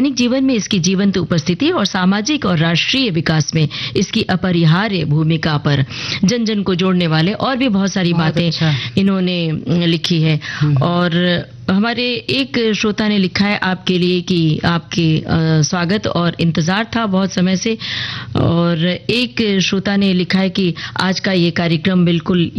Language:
Hindi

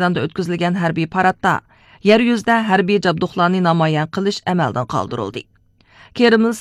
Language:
Uyghur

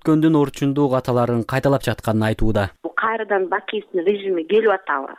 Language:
Kyrgyz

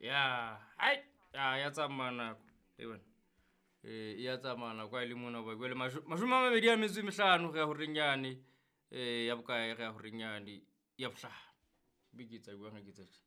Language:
Southern Sotho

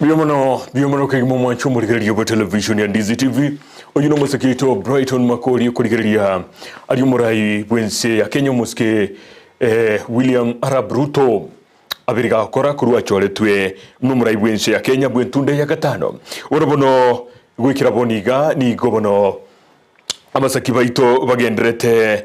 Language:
Gusii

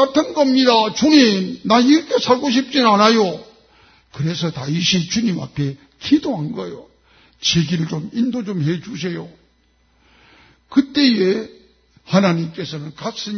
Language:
Korean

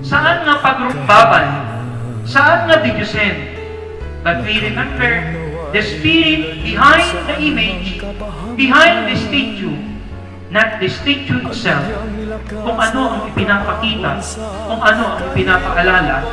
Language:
Iloko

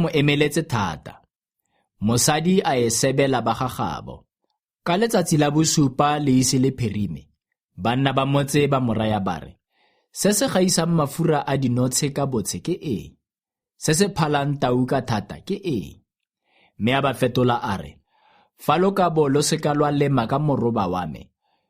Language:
Tswana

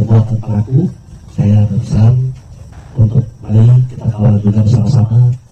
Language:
Indonesian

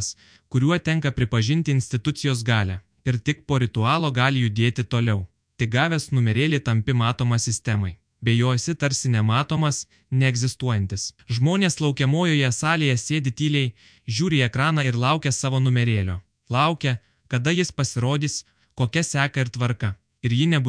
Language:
Lithuanian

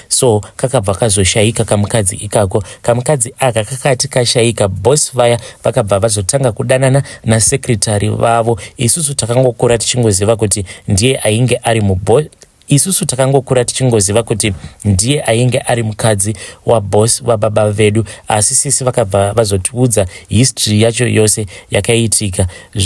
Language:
Shona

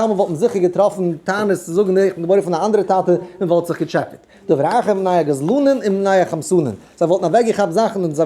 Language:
Yiddish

